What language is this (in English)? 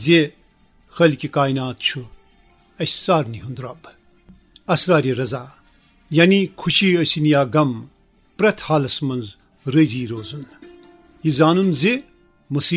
Kashmiri